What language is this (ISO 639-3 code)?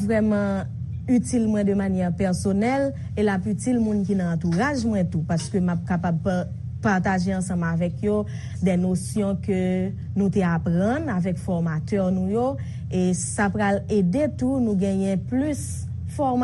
hat